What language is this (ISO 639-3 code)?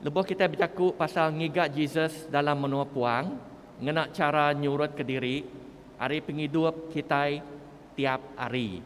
iba